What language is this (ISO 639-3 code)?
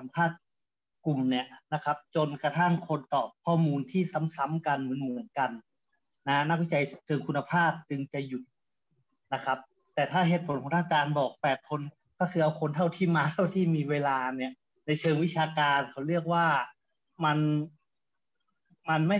tha